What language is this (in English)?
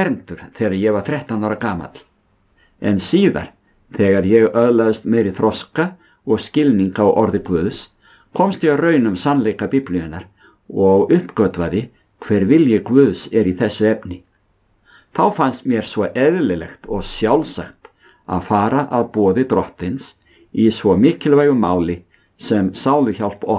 Icelandic